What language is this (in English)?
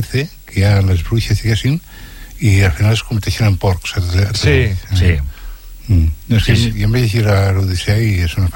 Catalan